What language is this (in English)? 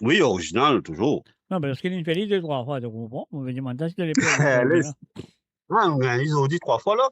Morisyen